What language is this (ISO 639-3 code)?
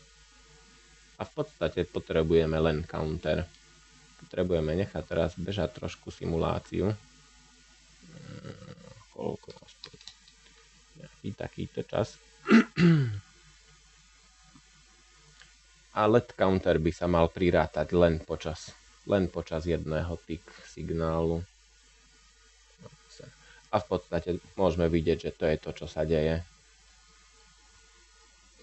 slk